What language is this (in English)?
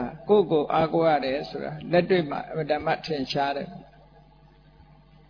Burmese